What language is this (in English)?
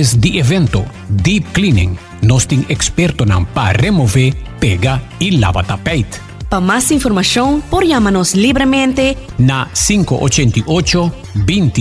Papiamento